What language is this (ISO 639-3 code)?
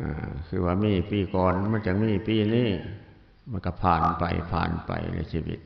lao